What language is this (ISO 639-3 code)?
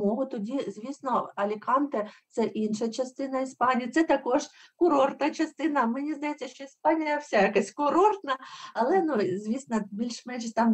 ukr